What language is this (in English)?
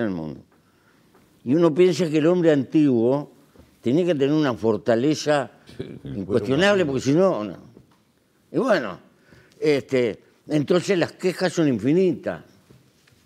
Spanish